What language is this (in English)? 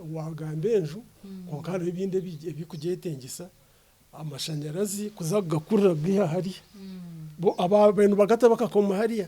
Nyankole